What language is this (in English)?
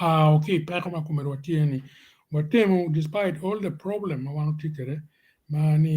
Acoli